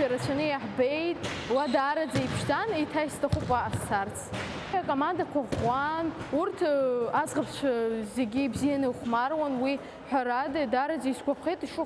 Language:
Abkhazian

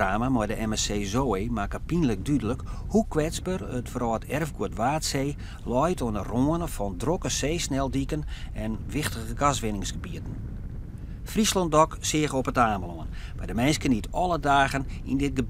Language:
Western Frisian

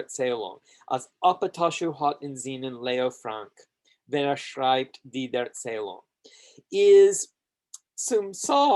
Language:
Yiddish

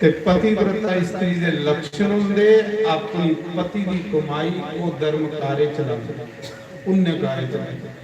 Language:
Dogri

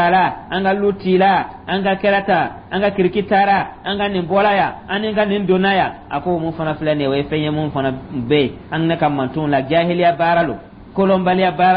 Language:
Dyula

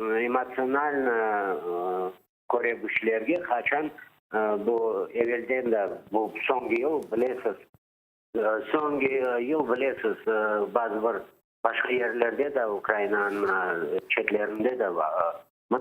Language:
Crimean Tatar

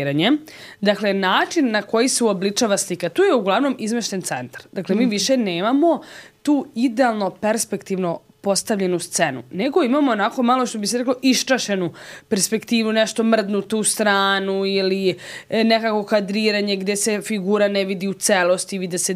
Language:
Serbian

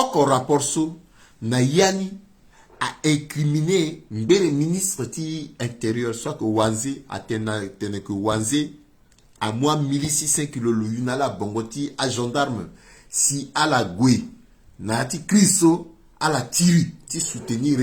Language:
Sango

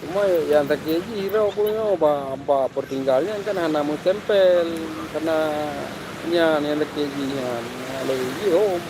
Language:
Achinese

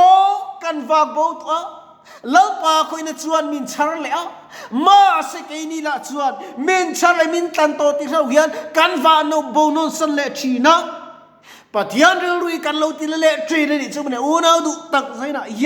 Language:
Mizo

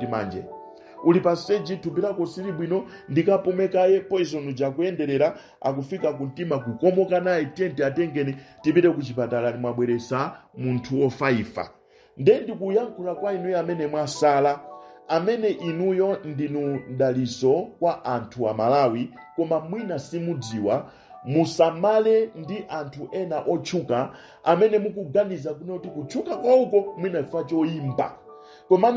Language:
Nyanja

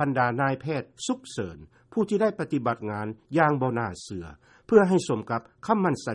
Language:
Lao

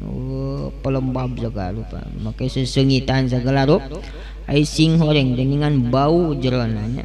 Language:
Sundanese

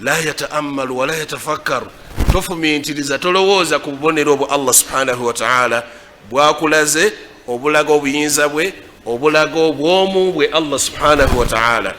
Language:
Ganda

